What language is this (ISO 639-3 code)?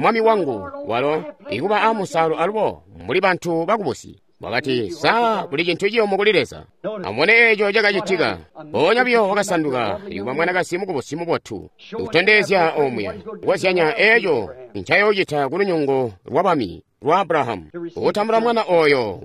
toi